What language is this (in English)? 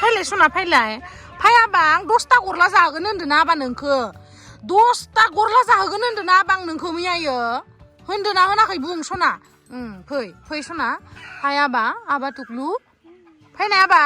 Bodo